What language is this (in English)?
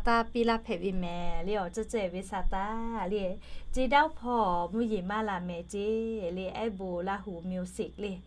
Lahu